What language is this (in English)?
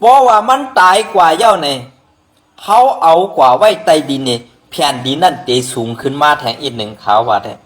Shan